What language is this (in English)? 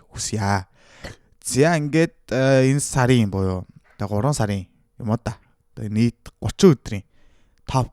Mongolian